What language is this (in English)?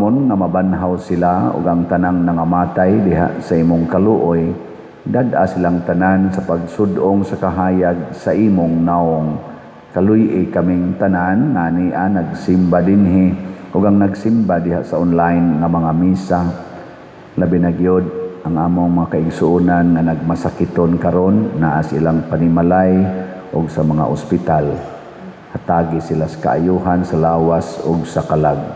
Cebuano